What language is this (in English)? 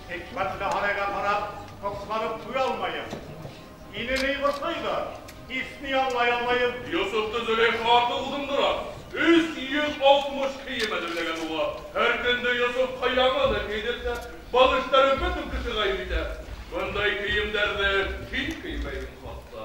Bashkir